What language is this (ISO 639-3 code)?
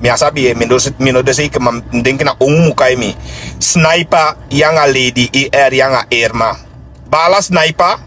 srn